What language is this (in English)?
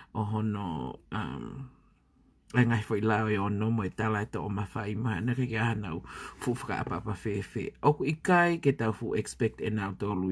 Tongan